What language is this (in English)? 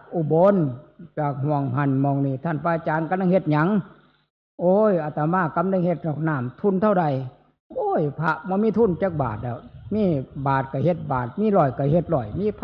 Northeastern Thai